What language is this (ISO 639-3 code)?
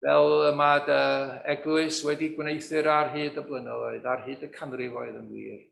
cym